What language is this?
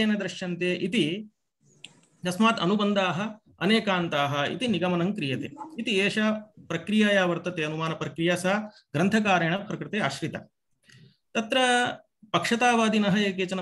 Sanskrit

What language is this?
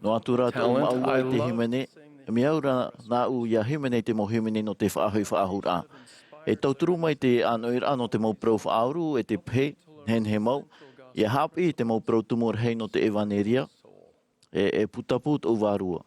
Tahitian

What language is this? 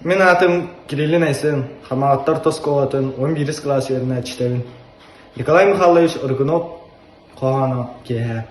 Yakut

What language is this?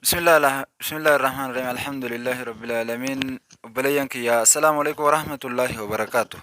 Oromo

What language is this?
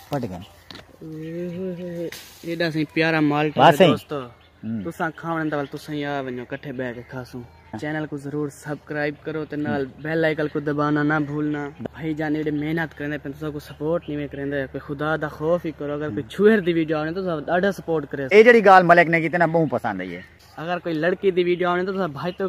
Saraiki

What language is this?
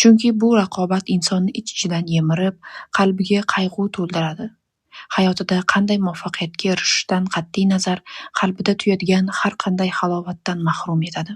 Uzbek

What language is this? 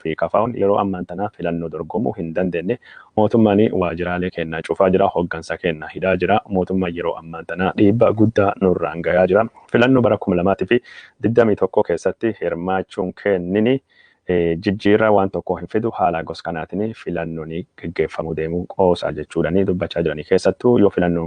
Oromo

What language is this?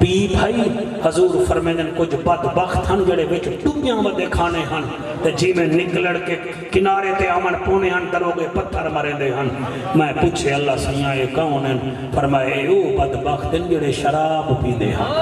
Saraiki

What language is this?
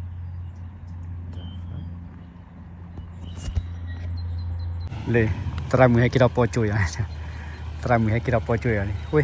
S'gaw Karen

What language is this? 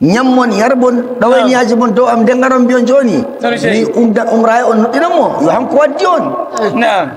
Nigerian Fulfulde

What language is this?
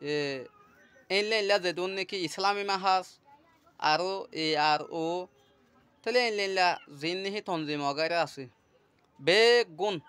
Rohingya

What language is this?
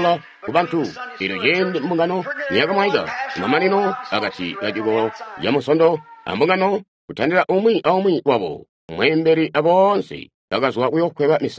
Tonga (Zambia)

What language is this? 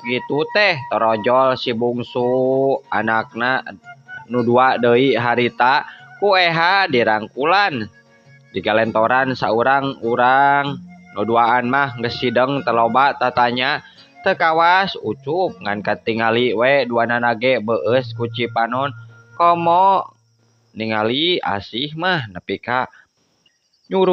Sundanese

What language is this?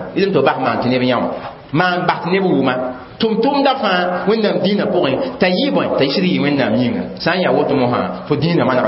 Mossi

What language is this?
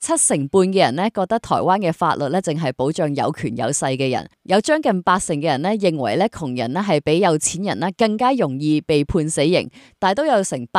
Cantonese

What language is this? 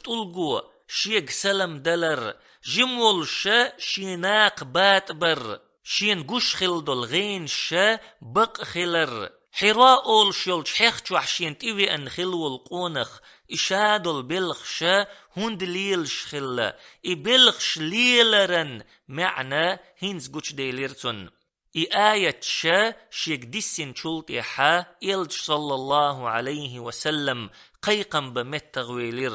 Chechen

